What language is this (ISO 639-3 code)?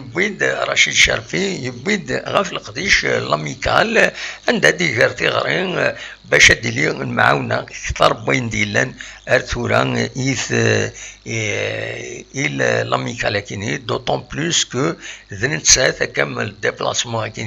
kab